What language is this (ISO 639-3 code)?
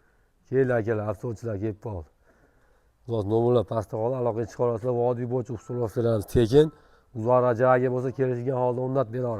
uzb